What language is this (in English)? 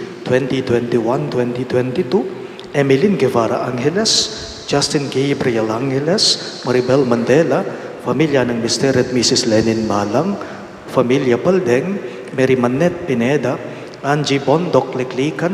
Pampanga